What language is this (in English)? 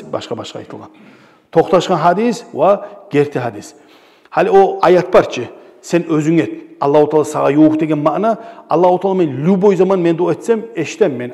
Kumyk